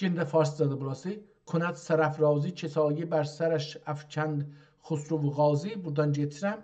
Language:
South Azerbaijani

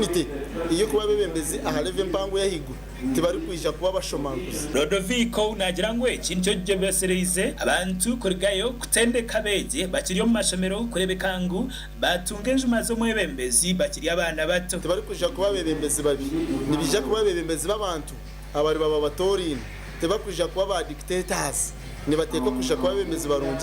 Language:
Nyankole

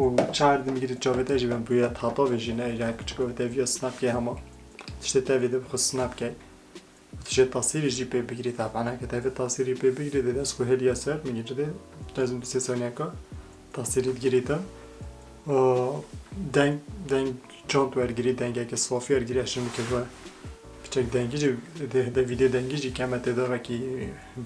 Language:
Kurdish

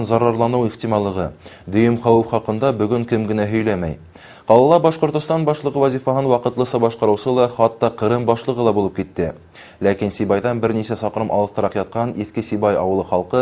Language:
Bashkir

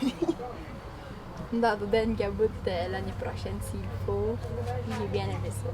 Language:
Atikamekw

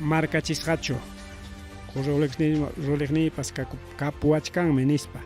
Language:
Ayacucho Quechua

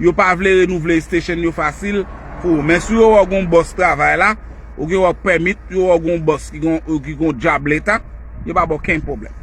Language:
Haitian Creole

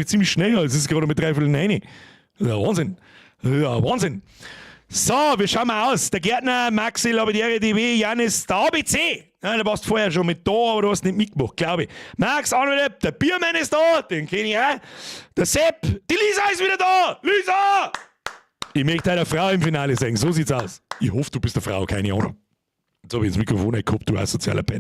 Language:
Bavarian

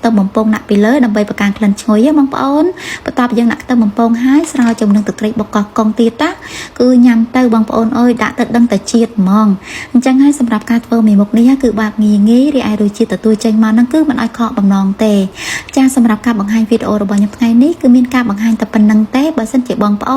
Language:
Khmer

